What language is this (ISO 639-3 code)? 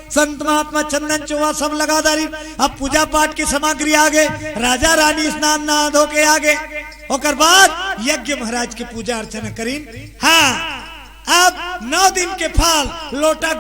hne